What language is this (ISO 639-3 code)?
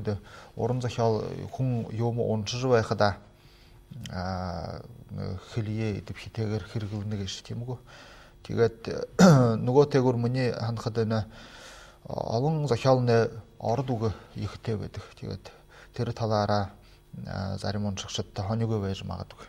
bua